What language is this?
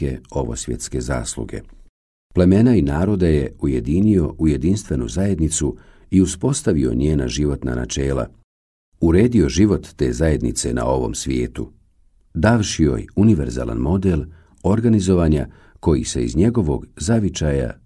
Bosnian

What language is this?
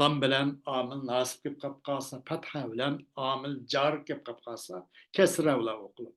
Uyghur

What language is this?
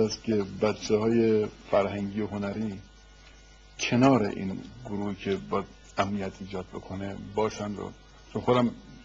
Persian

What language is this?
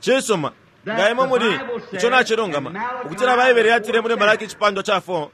Bemba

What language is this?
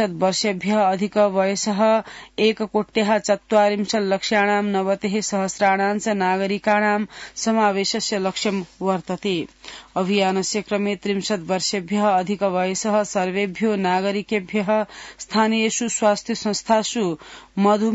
Sanskrit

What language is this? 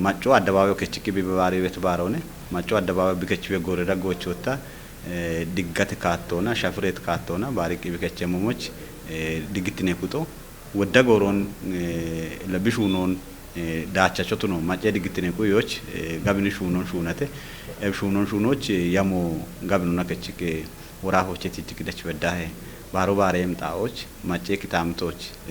Kafa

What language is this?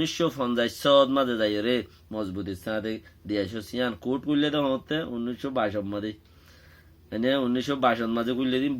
Rohingya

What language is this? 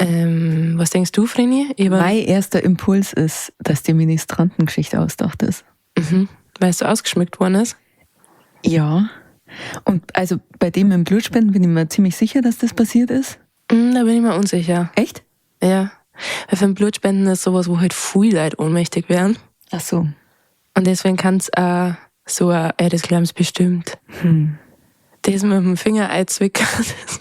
Bavarian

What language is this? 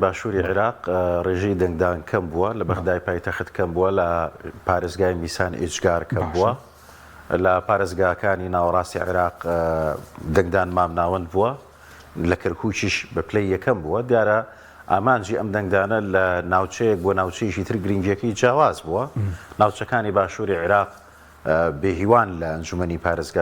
Central Kurdish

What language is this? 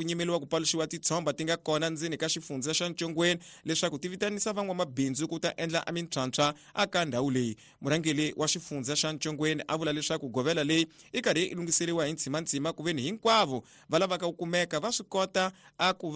Tsonga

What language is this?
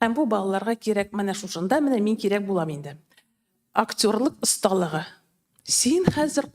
Tatar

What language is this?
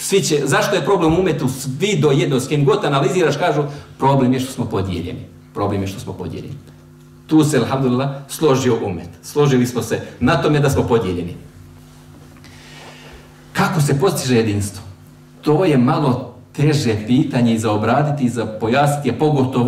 Bosnian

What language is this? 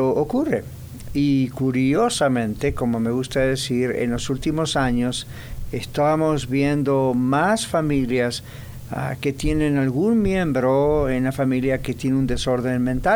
Spanish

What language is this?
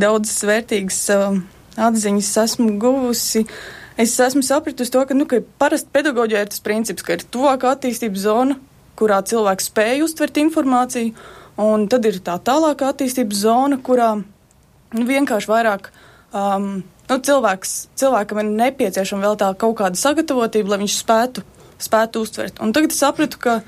Latvian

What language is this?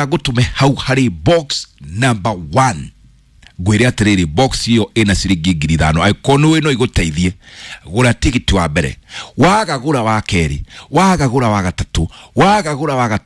Kikuyu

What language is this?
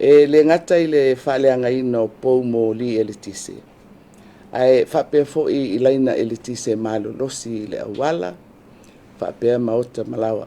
Samoan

